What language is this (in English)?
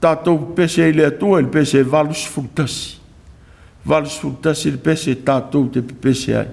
Samoan